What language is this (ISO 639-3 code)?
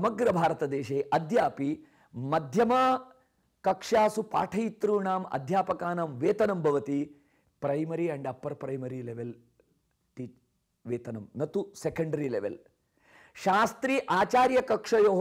san